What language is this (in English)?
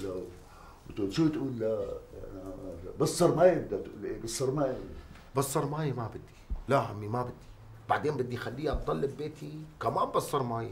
North Levantine Arabic